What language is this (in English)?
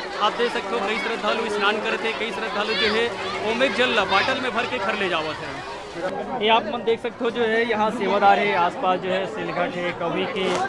Chhattisgarhi